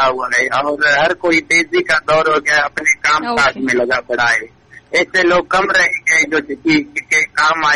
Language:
Urdu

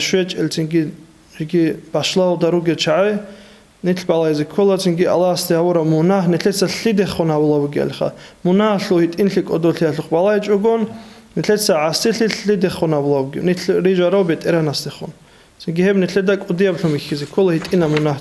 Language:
Avaric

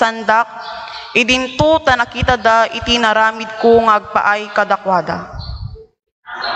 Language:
Iloko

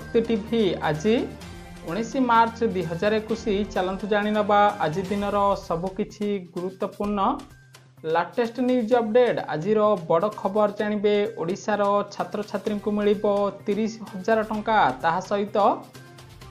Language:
Odia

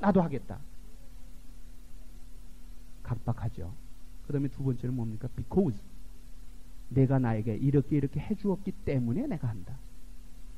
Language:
Korean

